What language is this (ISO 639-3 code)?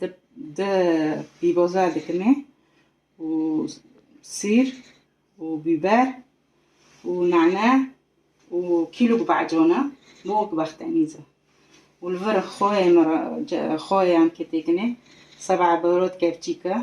kur